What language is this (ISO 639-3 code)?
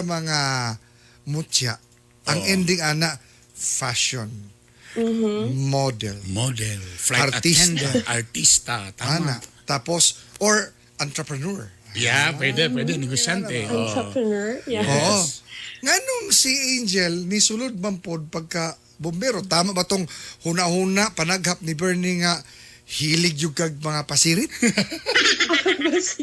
ceb